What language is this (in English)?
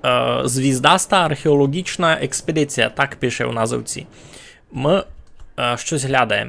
Rusyn